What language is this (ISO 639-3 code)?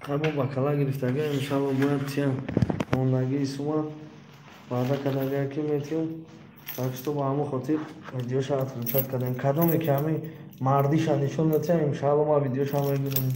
tgk